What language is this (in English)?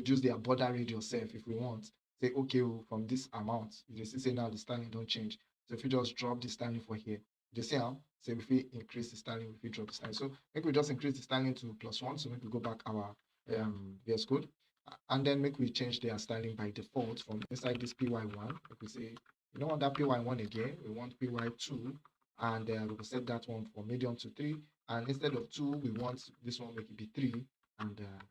Nigerian Pidgin